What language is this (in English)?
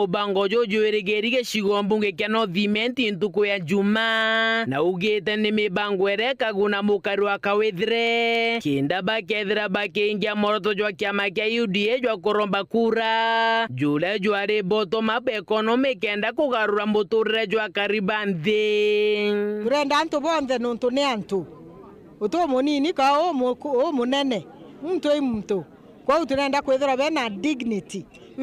Meru